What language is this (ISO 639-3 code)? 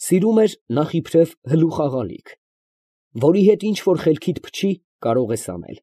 hye